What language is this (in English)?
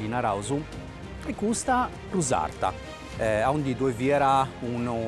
Sardinian